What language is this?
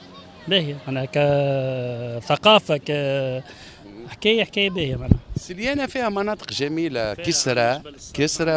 Tunisian Arabic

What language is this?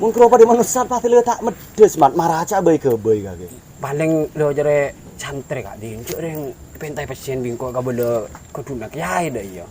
Madurese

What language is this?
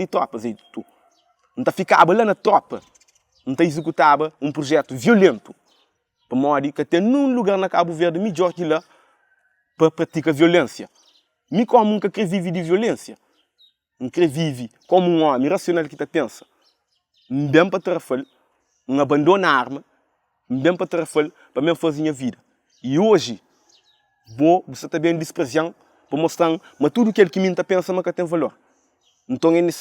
Kabuverdianu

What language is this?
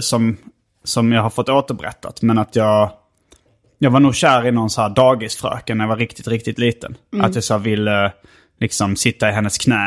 Swedish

